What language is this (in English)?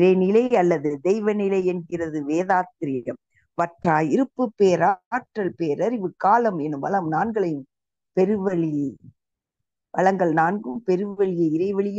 Tamil